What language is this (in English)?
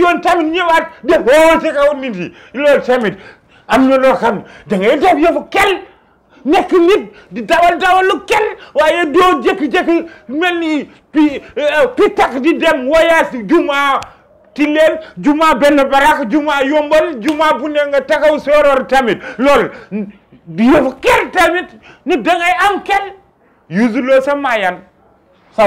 Wolof